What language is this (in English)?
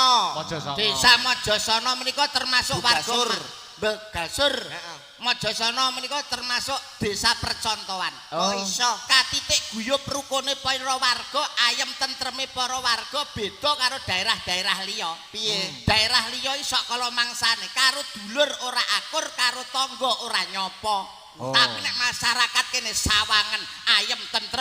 Javanese